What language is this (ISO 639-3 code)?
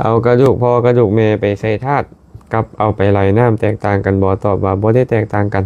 lao